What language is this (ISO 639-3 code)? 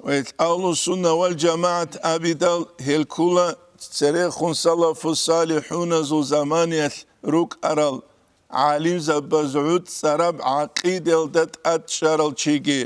ava